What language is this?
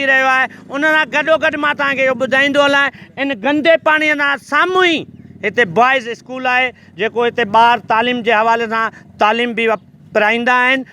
Sindhi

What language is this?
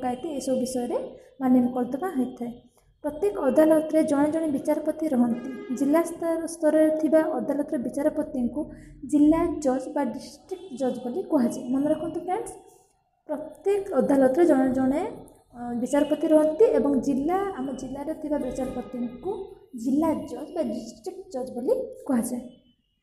Odia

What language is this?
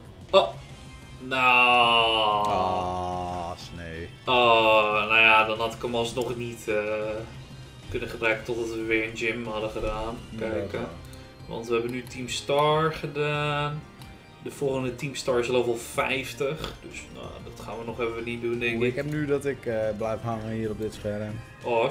Dutch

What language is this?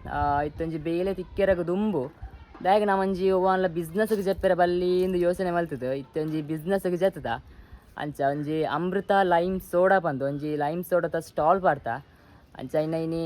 Tulu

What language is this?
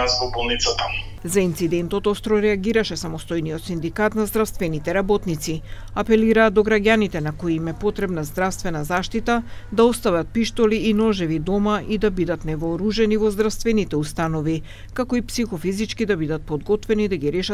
Macedonian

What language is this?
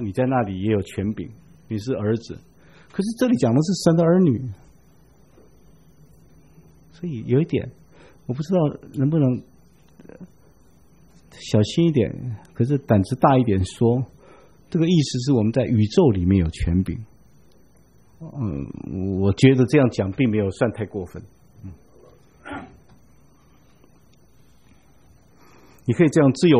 Chinese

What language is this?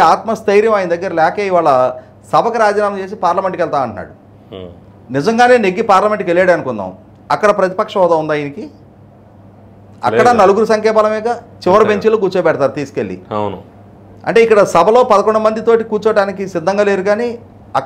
Telugu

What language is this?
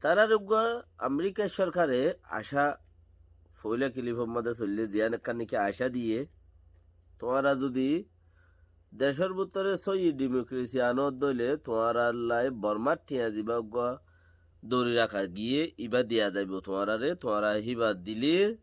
Rohingya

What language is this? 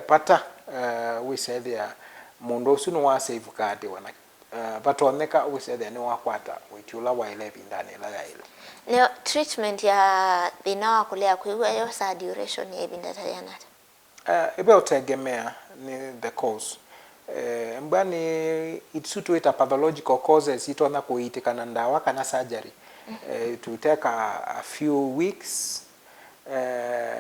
Kamba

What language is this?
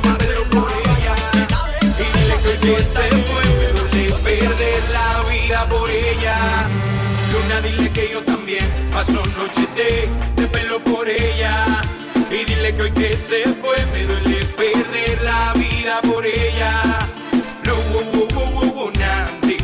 Spanish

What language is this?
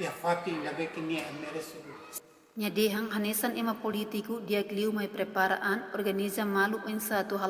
Tetum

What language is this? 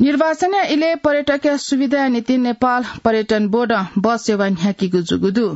Newari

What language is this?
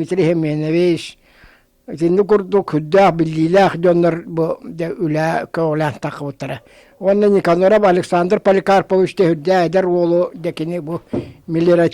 Yakut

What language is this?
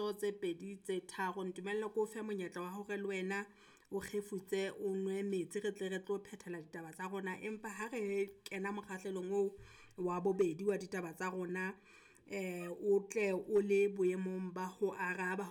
Southern Sotho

